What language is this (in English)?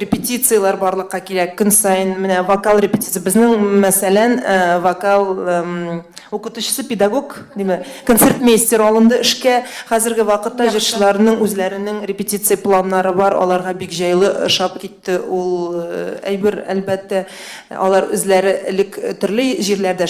Tatar